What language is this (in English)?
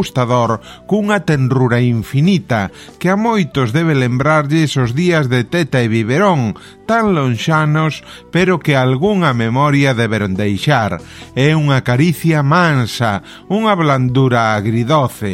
Galician